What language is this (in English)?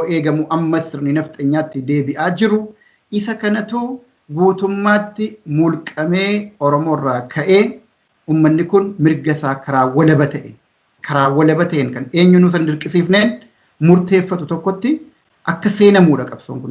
Oromo